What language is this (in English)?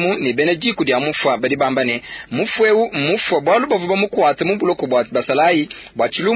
Luba-Lulua